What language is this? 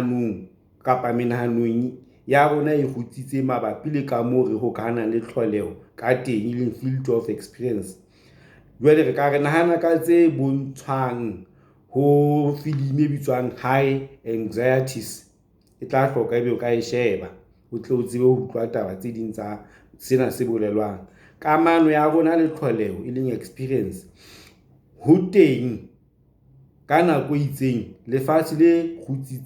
Southern Sotho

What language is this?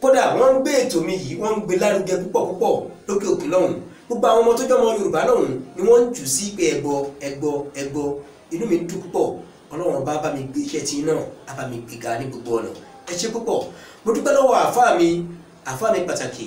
Yoruba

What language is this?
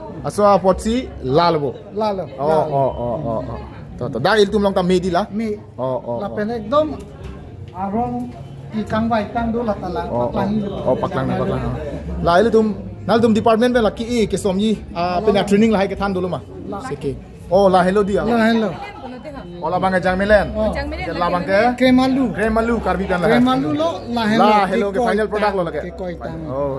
Karbi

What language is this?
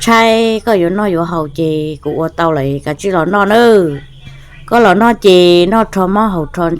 Hmong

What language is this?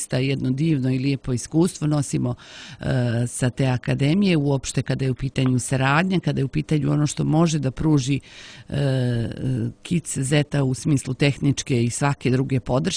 Serbian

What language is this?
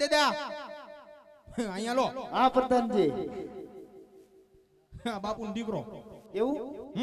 Gujarati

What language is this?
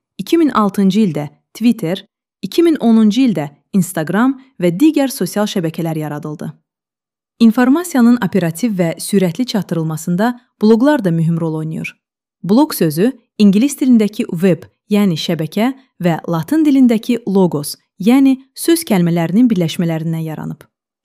Azerbaijani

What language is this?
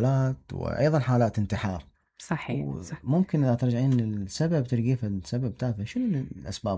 Mesopotamian Arabic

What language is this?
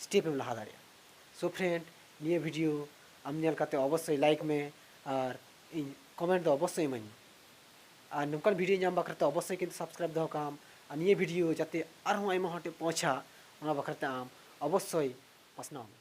Santali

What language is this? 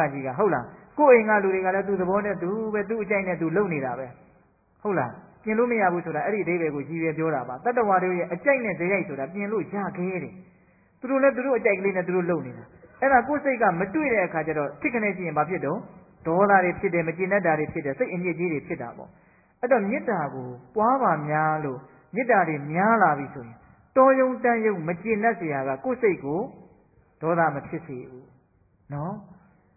Burmese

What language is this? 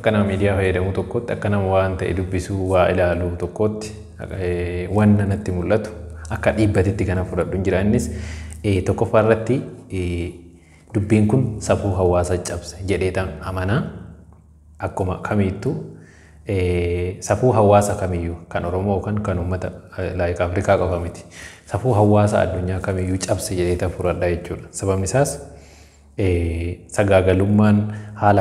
Oromo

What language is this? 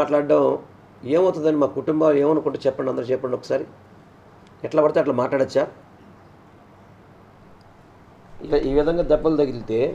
Telugu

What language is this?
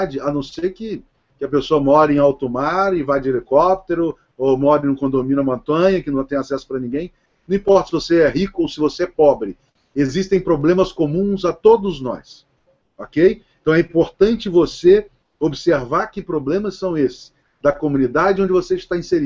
Portuguese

